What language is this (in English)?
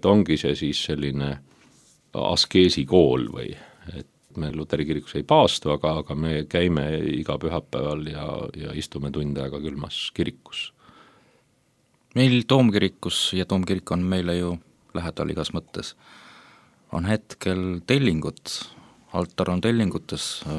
Estonian